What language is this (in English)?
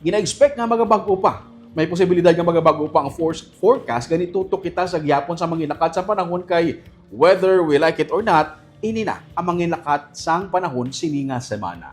Hiligaynon